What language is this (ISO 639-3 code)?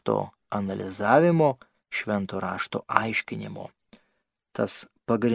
lit